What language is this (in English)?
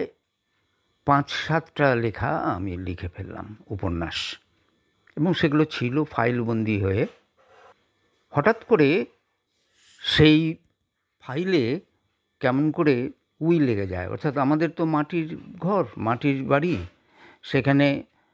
Bangla